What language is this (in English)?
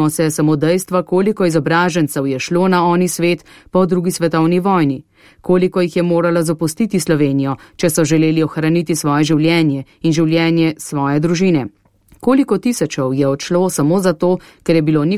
Slovenian